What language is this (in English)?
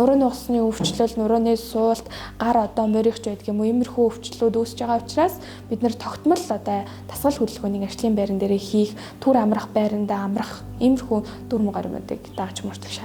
Mongolian